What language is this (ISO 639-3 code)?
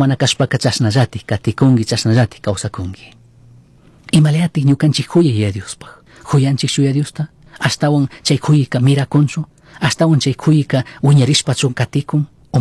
qug